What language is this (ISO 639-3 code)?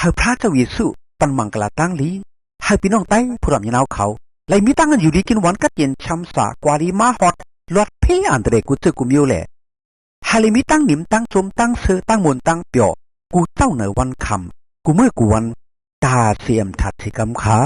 shn